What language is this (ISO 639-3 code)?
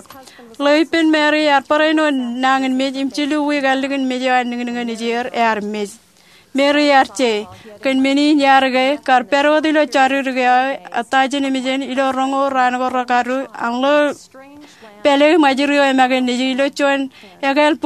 mah